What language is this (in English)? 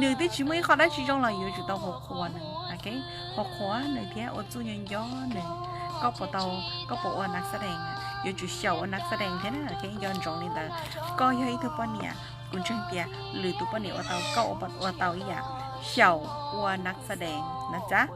Hmong